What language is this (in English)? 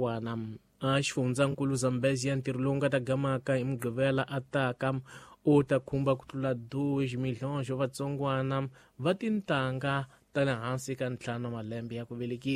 Tsonga